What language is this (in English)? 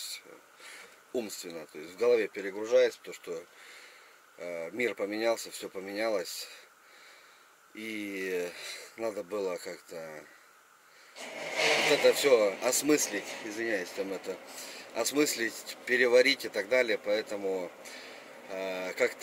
Russian